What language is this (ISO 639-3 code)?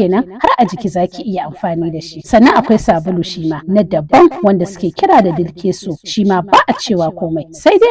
hau